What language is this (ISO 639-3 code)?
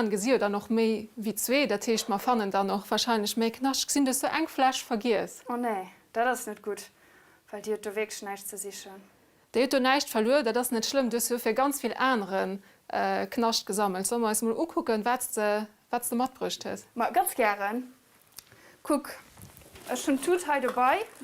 ltz